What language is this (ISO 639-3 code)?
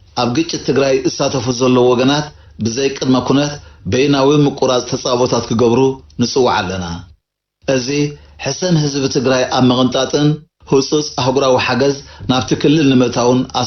tir